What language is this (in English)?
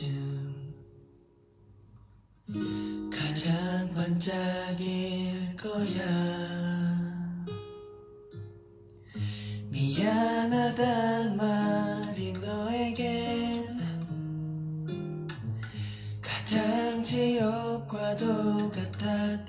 Korean